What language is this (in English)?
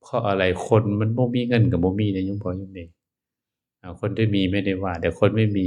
Northeastern Thai